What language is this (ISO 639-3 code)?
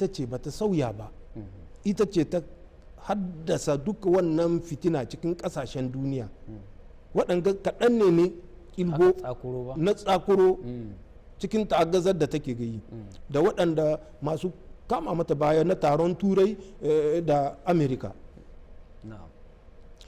hau